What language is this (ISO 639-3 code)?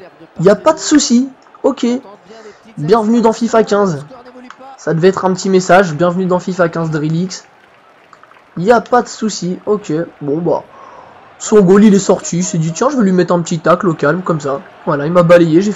fra